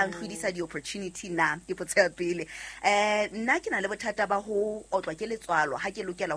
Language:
Southern Sotho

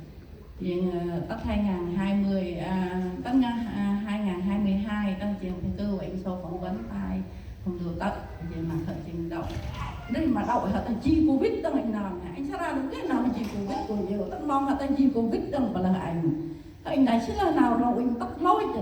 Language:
Central Mnong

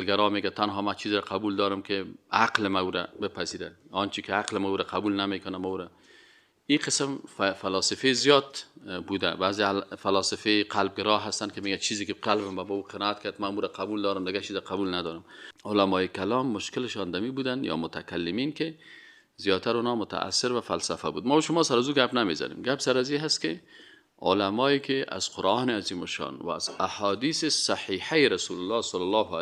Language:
Persian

